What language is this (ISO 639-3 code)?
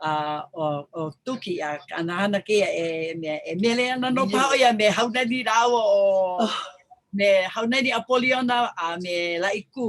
haw